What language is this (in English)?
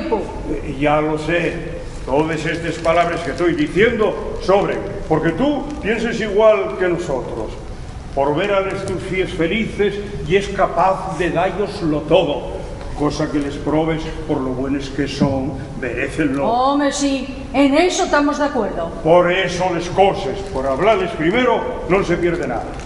Asturian